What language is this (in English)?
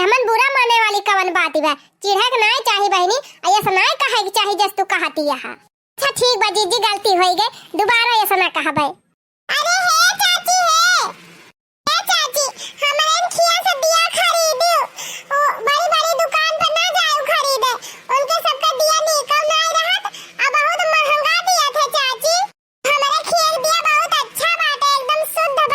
Awadhi